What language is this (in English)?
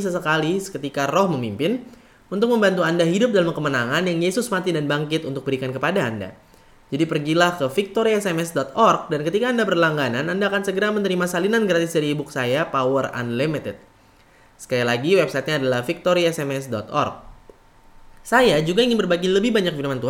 Indonesian